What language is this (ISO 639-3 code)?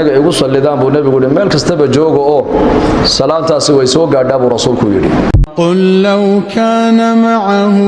som